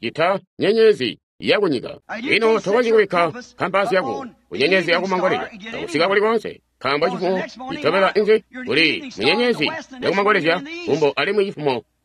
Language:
Tonga (Zambia)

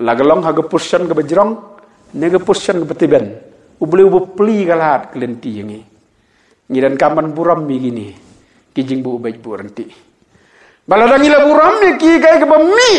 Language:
Khasi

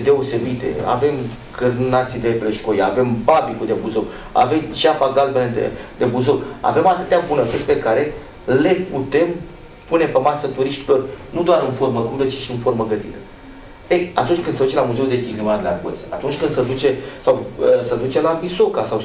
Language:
Romanian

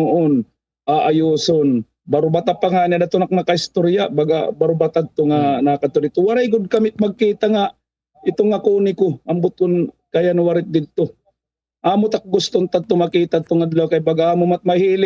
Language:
Waray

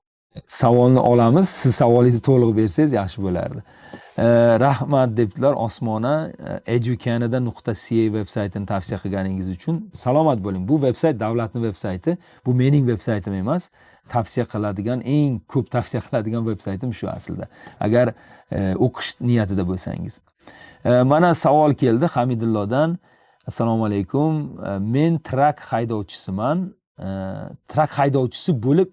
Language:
Uzbek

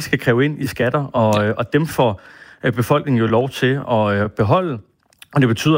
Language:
Danish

